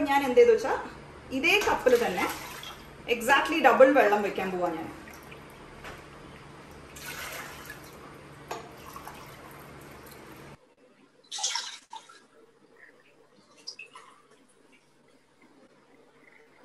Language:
Malayalam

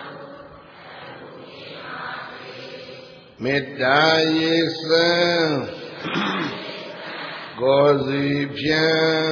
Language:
Burmese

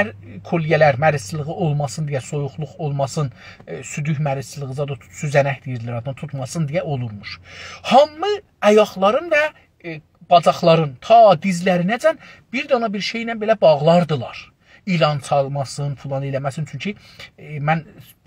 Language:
South Azerbaijani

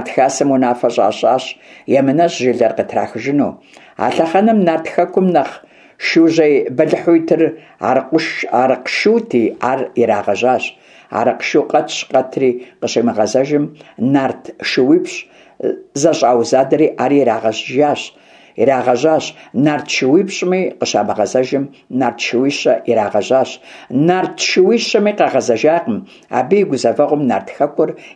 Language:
Kabardian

